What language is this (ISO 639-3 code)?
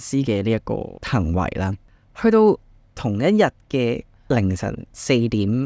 yue